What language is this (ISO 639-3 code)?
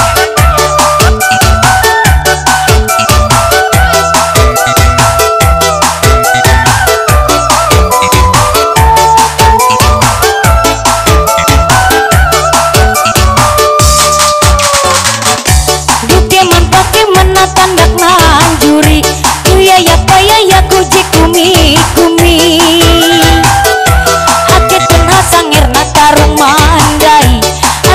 nij